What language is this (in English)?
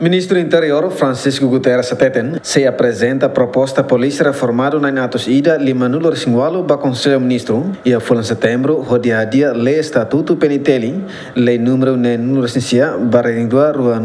Tetum